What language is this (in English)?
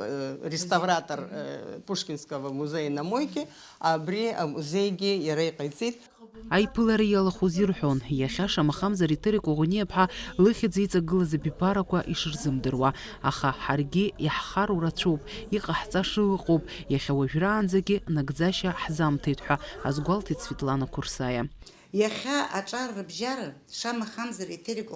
Abkhazian